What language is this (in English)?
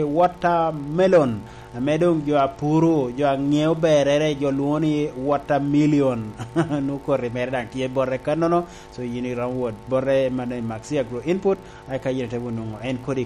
Lango (Uganda)